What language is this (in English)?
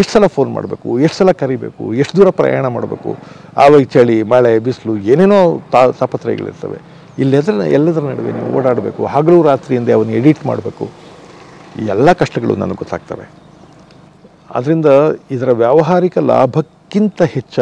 Kannada